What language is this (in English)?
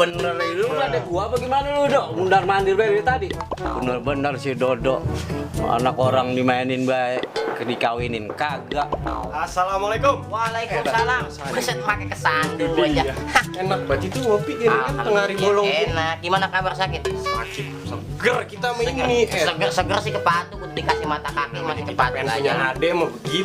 Betawi